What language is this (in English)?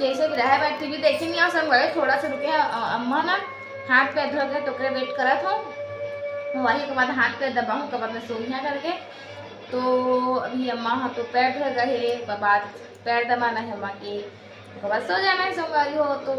Chhattisgarhi